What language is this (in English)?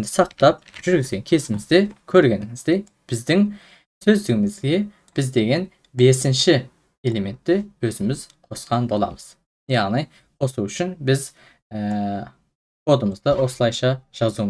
Kazakh